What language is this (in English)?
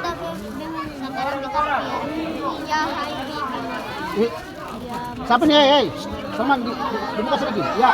Ambonese Malay